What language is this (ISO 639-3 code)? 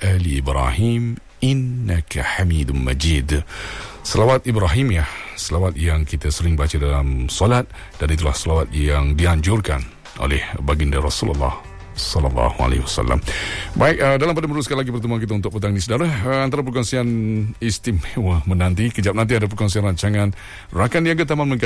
msa